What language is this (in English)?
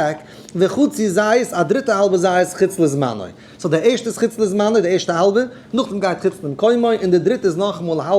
Yiddish